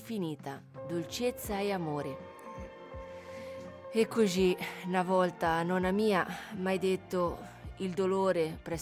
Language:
Italian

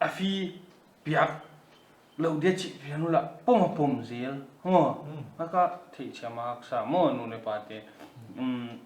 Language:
Paite Chin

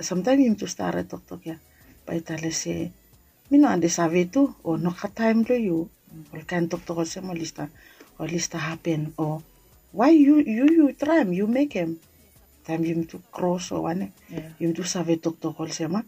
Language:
Bislama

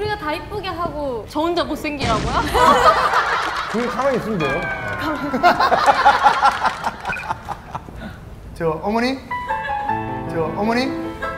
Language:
Korean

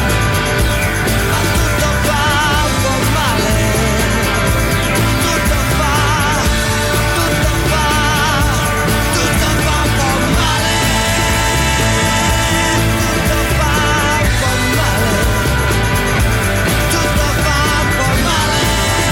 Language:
Italian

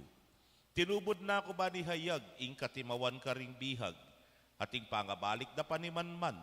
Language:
Pampanga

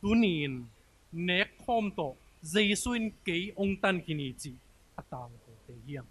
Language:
Tedim Chin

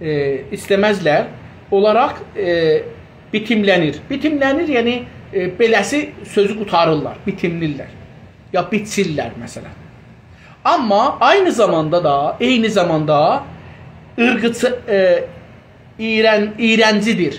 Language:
South Azerbaijani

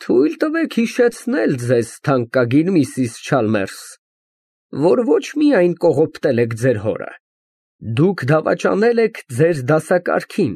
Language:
Armenian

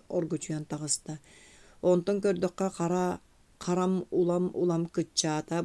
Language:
Yakut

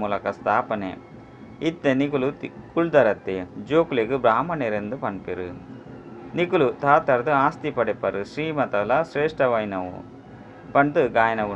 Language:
Tulu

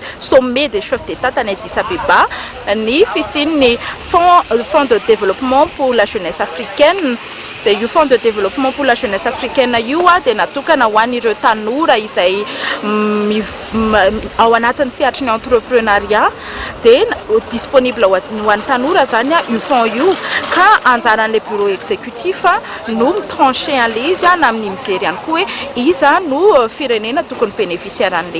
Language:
Malagasy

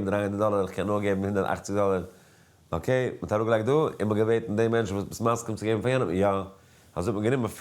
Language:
Yiddish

